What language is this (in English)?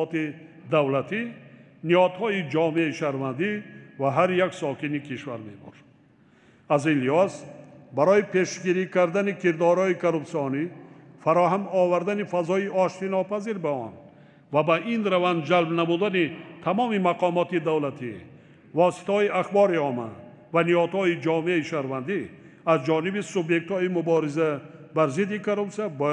Tajik